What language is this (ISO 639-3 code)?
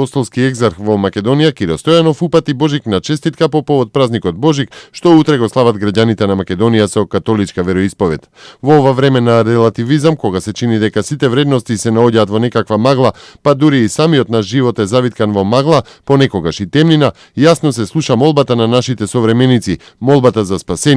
mkd